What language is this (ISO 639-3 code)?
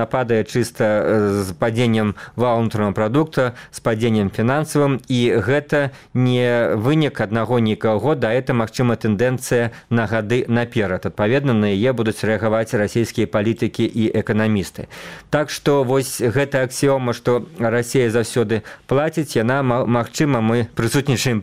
bel